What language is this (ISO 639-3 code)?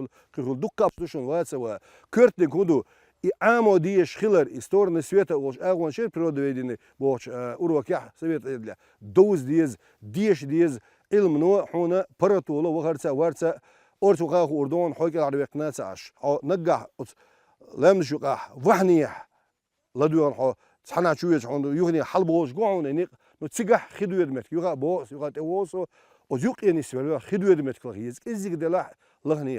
che